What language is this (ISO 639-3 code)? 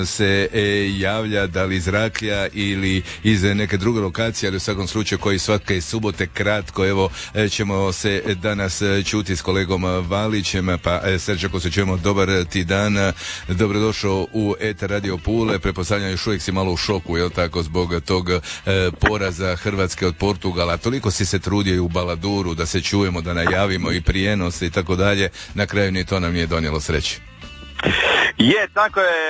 hrv